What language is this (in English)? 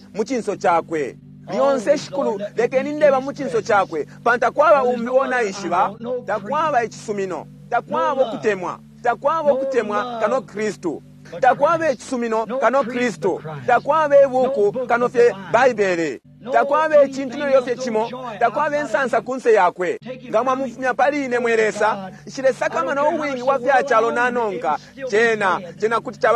Bemba